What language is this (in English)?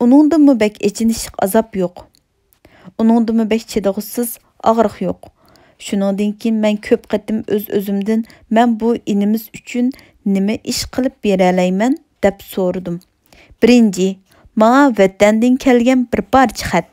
Uyghur